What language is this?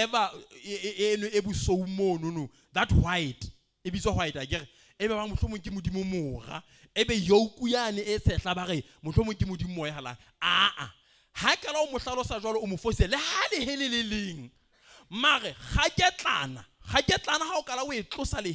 Southern Sotho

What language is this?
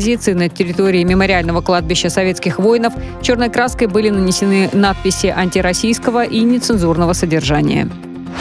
Russian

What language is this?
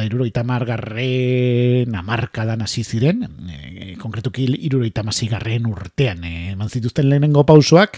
Basque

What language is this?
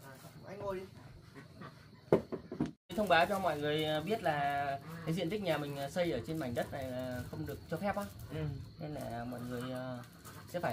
Vietnamese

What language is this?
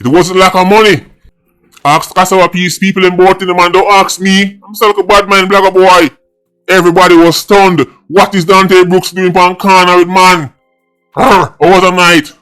Jamaican Creole English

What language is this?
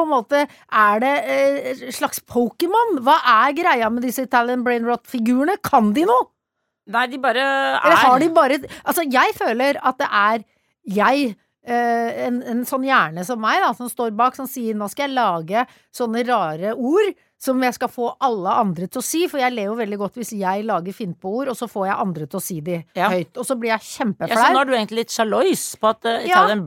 Norwegian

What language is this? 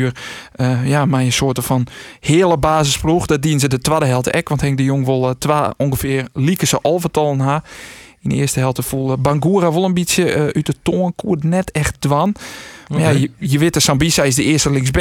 Western Frisian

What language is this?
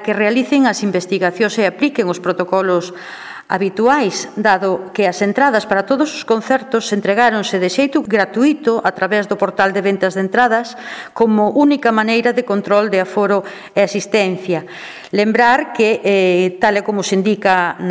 Galician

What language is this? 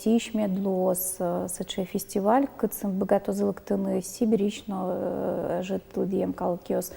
Udmurt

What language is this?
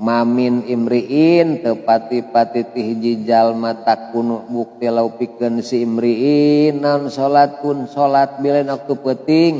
Sundanese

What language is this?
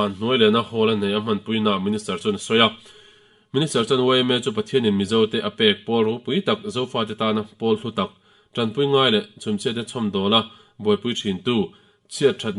Mizo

